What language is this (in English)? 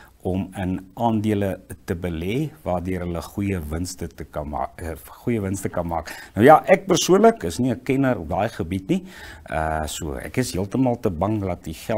Afrikaans